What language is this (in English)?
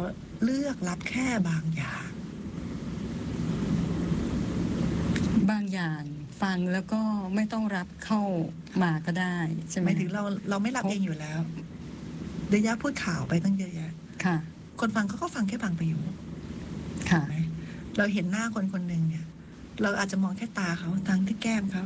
Thai